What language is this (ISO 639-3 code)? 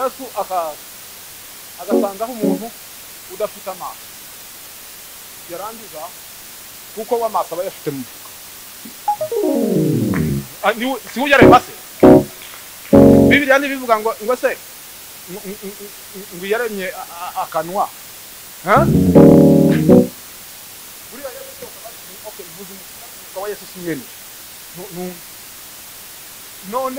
kin